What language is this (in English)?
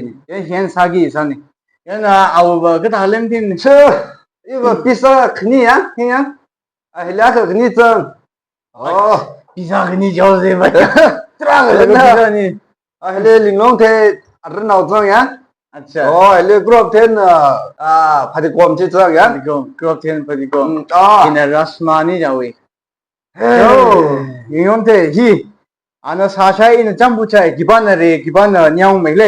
Tangkhul Naga (India)